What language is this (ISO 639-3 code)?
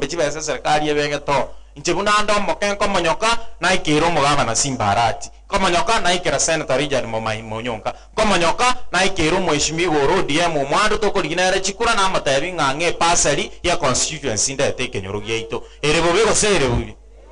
guz